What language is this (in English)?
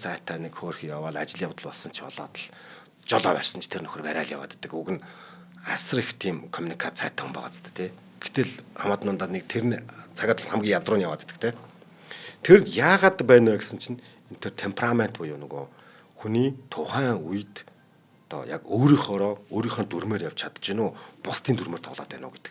Mongolian